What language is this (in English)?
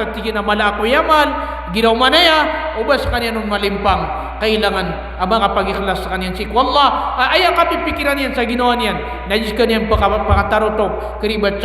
Maranao